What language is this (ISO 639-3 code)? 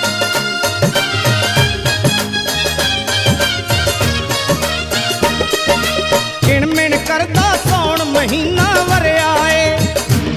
pan